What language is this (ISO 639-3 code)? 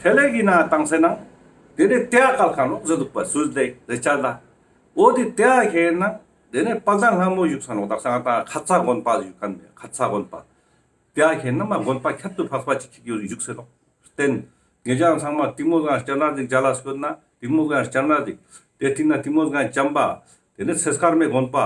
lbj